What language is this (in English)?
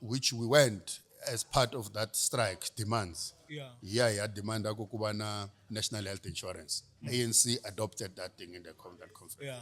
Tsonga